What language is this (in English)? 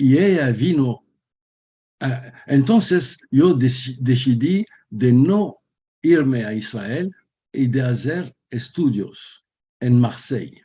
Ladino